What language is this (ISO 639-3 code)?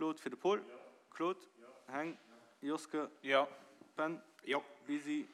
ltz